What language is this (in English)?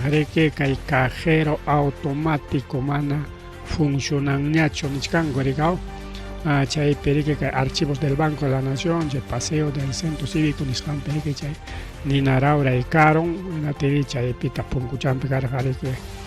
Ayacucho Quechua